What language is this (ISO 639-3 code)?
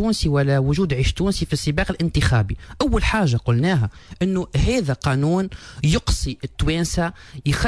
aeb